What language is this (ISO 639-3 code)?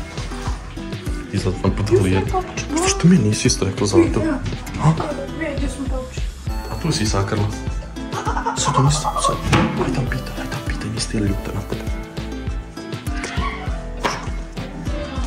hrv